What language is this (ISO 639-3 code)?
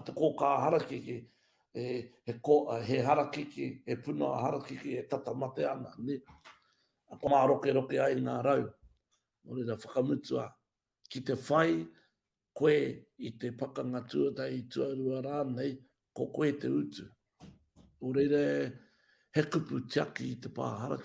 mri